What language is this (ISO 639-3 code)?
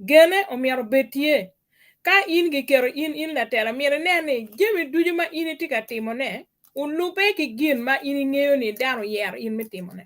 ach